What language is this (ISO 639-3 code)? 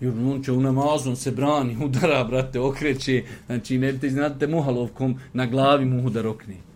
bos